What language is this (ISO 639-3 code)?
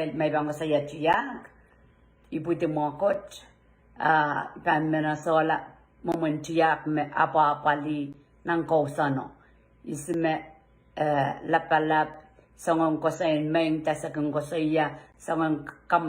pon